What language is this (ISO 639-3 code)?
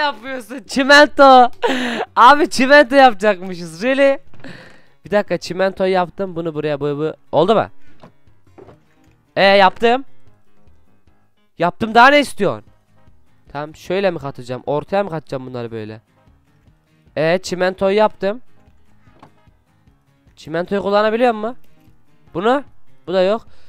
tur